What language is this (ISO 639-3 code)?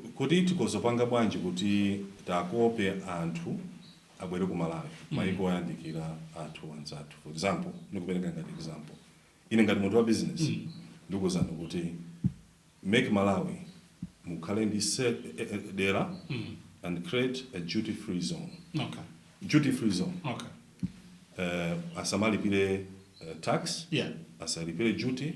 nya